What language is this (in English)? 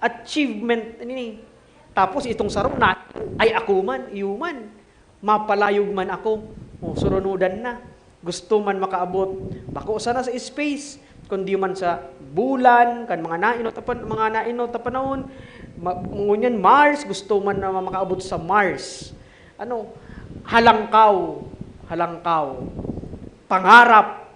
Bikol